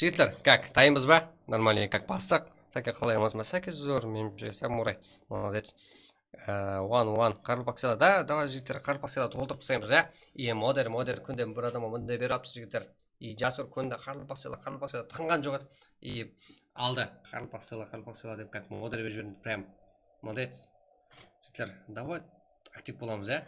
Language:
Kara-Kalpak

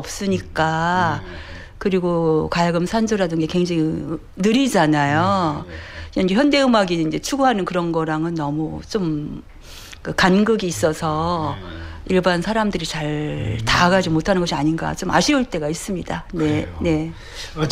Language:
Korean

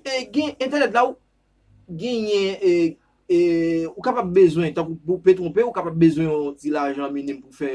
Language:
Haitian Creole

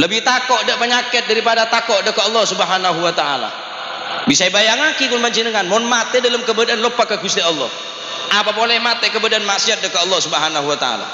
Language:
Madurese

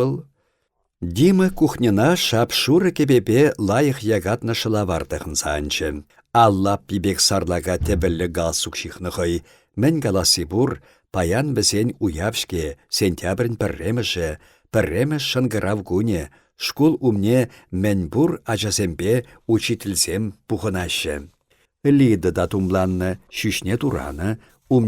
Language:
Chuvash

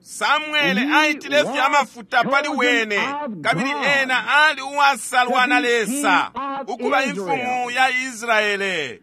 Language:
Bemba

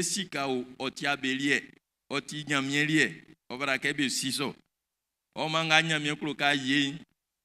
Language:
Baoulé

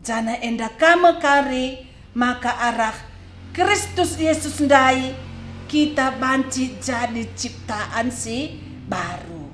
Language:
Batak Karo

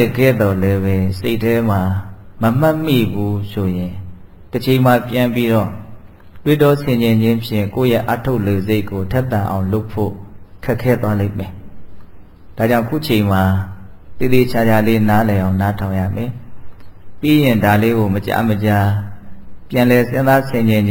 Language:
Burmese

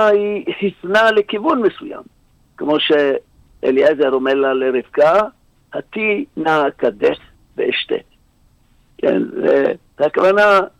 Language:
Hebrew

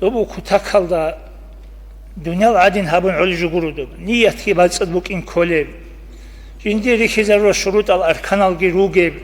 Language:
Avaric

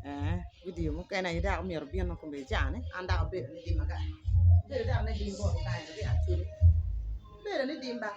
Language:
Acoli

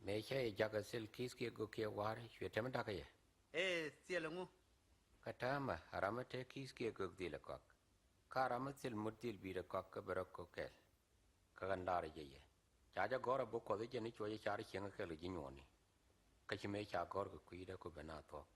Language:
Nuer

